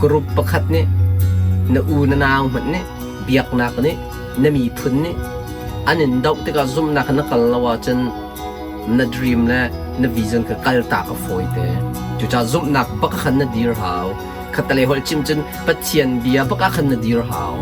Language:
Hakha Chin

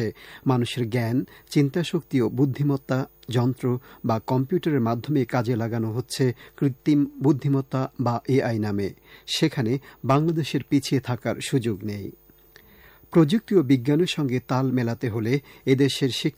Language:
Bangla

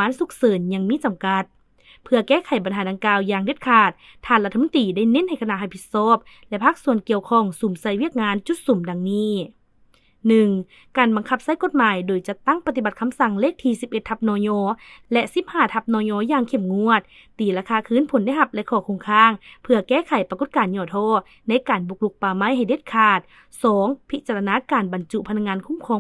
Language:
Lao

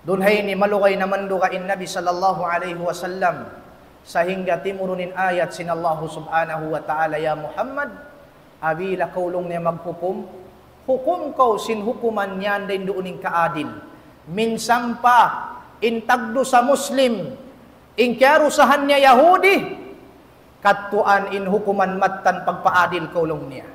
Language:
Tausug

